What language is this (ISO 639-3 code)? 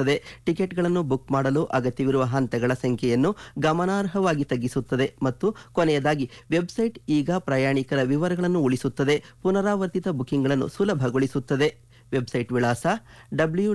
kan